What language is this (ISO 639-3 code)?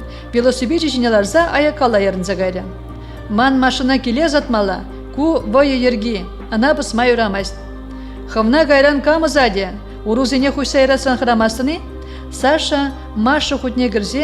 chv